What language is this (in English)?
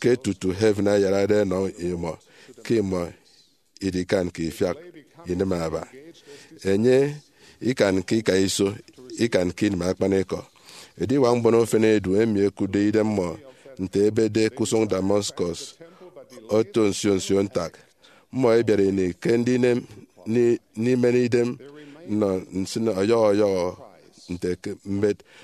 Efik